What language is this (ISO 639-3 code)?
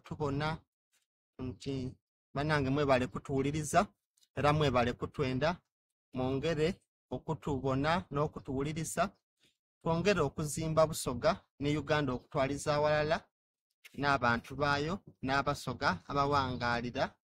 xog